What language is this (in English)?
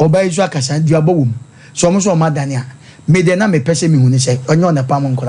Akan